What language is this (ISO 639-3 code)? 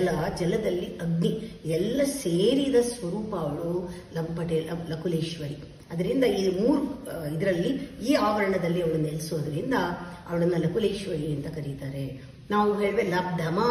kan